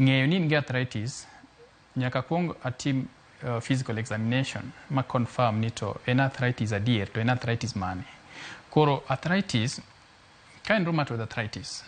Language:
Luo (Kenya and Tanzania)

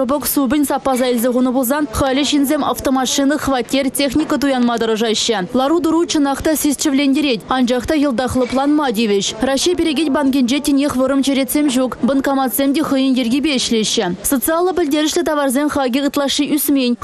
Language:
Chuvash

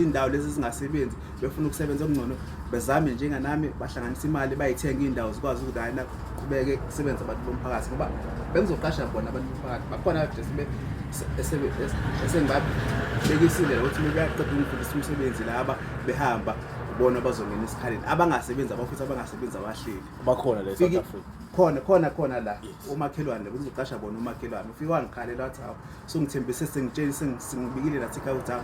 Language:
Zulu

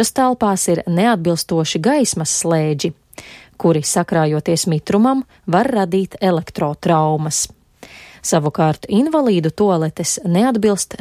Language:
Latvian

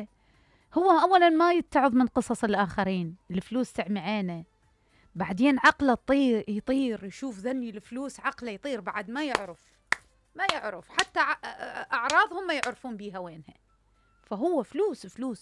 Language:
Mesopotamian Arabic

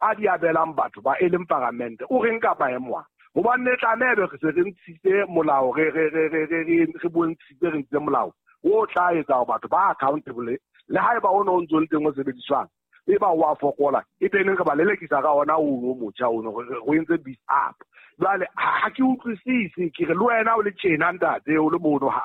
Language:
Southern Sotho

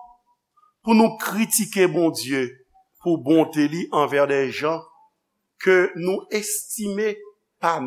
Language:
Haitian Creole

